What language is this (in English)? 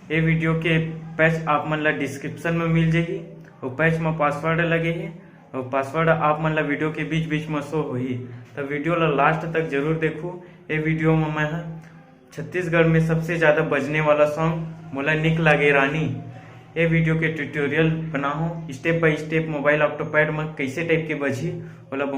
Chhattisgarhi